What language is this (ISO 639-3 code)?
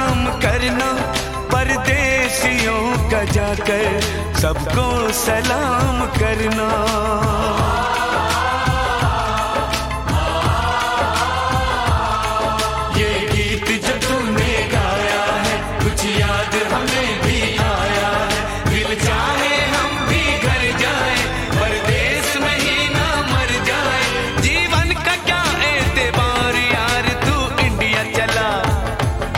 hin